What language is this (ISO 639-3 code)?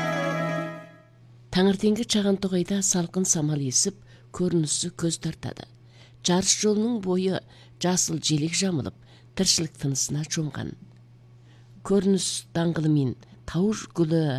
kaz